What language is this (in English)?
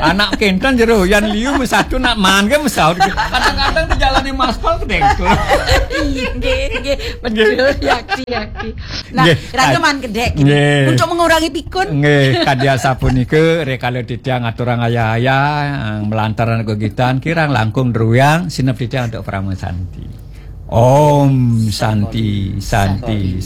Balinese